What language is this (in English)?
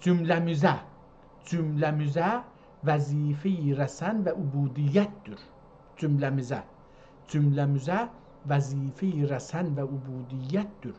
South Azerbaijani